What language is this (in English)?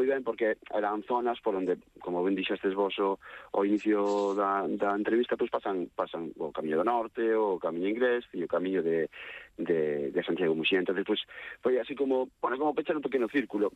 Galician